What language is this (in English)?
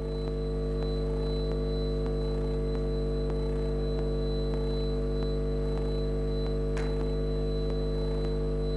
Italian